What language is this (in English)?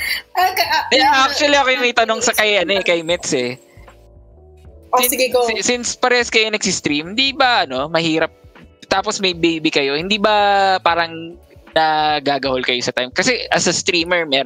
Filipino